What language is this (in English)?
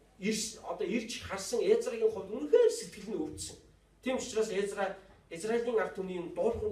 Mongolian